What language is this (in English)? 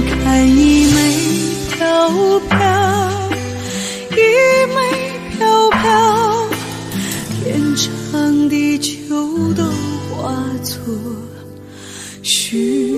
Chinese